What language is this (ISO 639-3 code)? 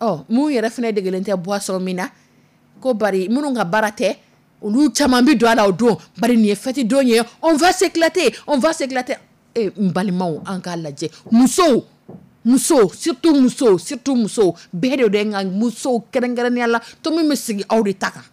dyu